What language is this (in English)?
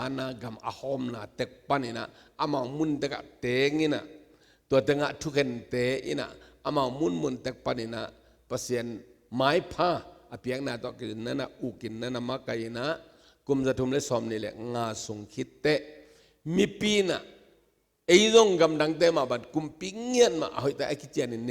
Tedim Chin